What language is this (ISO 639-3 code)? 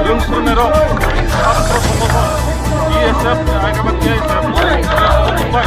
trp